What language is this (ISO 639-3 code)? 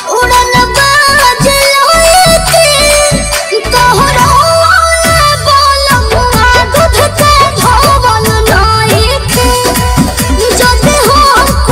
bho